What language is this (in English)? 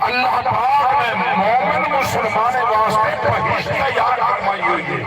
Saraiki